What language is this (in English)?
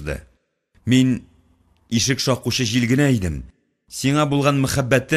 Tatar